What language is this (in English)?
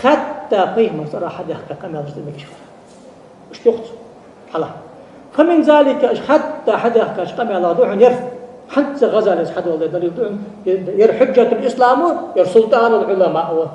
Ingush